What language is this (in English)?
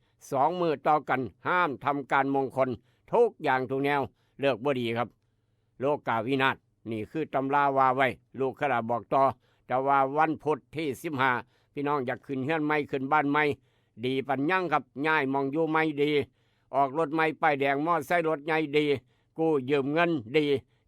Northeastern Thai